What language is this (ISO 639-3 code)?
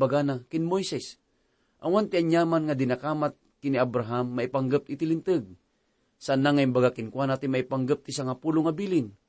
ilo